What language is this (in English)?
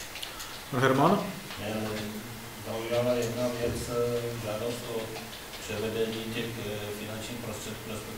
Czech